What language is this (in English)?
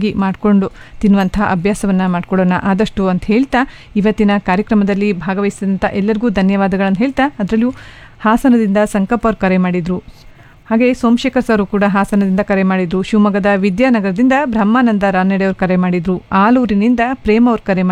Kannada